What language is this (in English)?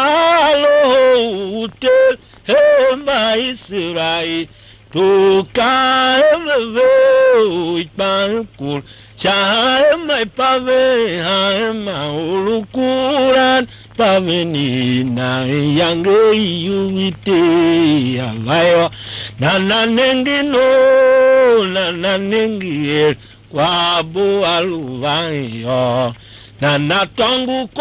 Tiv